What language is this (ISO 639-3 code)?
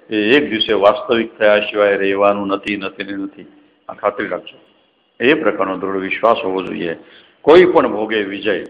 guj